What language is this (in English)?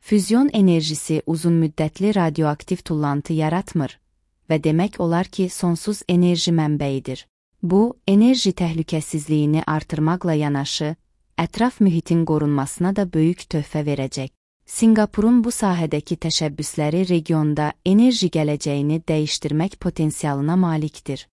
Azerbaijani